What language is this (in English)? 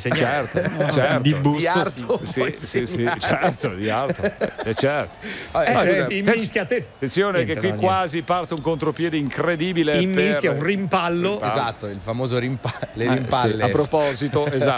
Italian